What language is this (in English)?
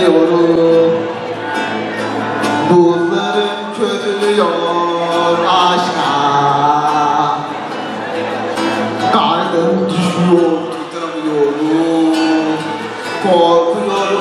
Turkish